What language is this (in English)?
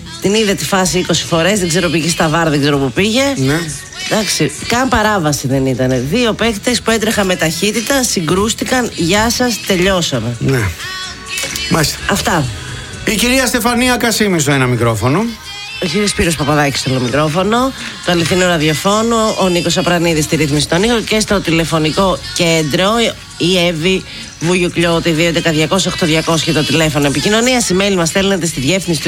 Greek